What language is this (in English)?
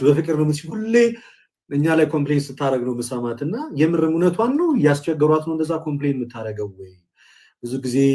Amharic